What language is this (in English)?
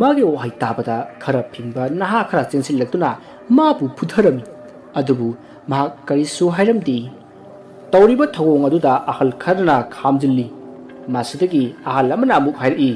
Manipuri